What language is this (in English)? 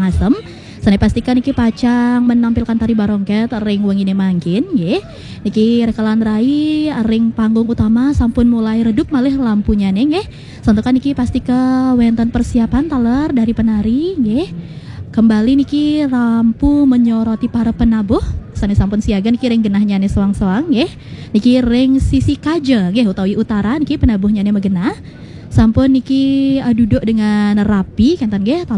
Balinese